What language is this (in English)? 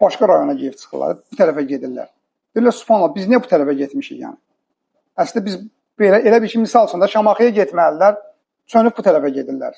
Azerbaijani